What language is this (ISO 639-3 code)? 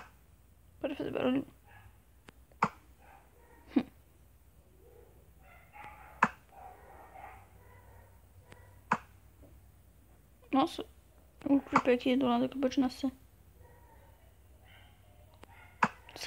por